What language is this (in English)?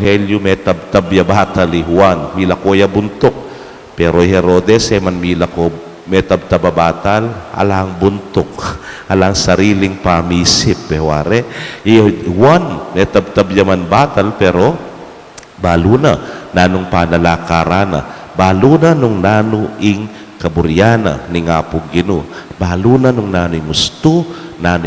Pampanga